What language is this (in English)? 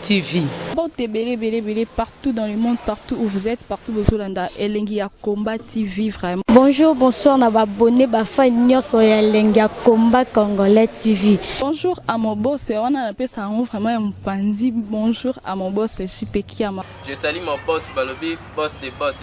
Lingala